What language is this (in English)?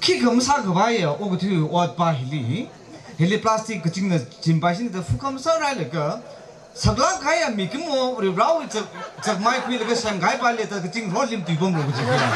Tangkhul Naga (India)